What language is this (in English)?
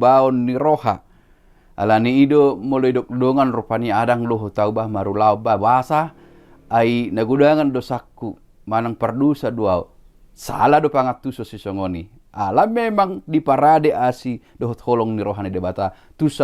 Batak Toba